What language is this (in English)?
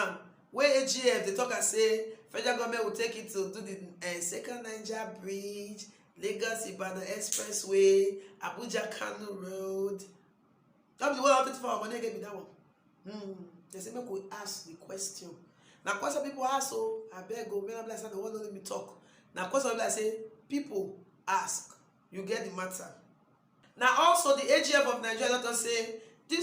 Nigerian Pidgin